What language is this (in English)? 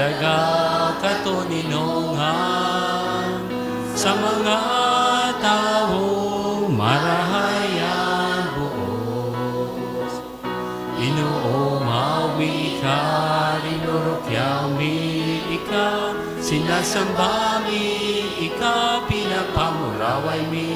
Bikol